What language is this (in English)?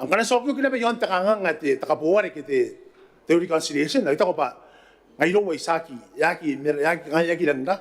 Gilbertese